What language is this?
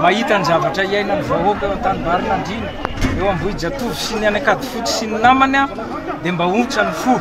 Malagasy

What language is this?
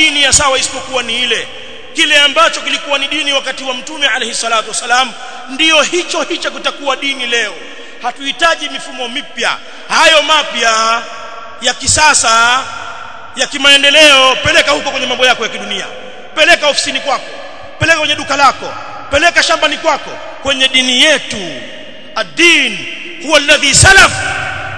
Swahili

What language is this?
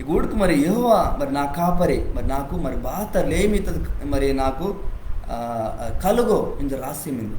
Koya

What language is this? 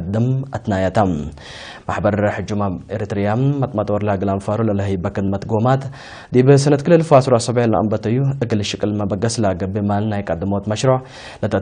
Tigre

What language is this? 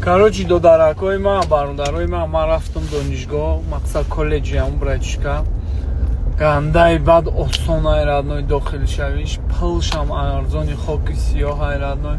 Tajik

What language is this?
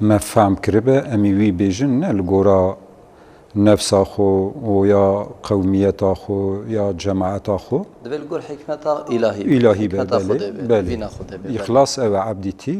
Kurdish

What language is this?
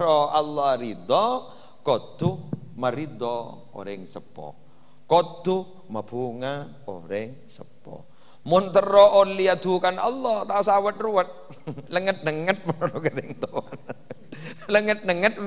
Madurese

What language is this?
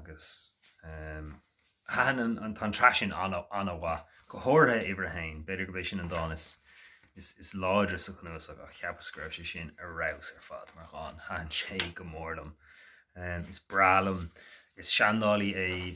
Irish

